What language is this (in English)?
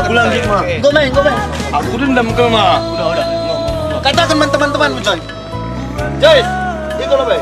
Batak Karo